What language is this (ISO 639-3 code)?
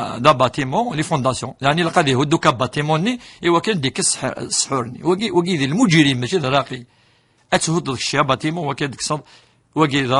kab